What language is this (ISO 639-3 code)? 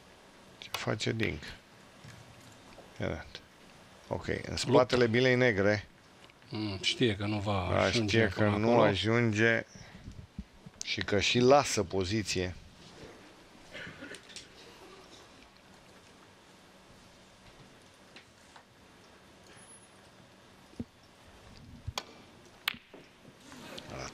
ron